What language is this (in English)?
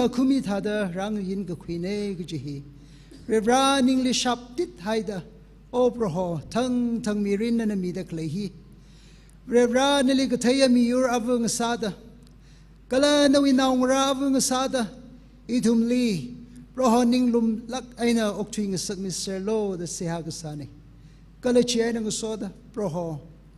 Tangkhul Naga (India)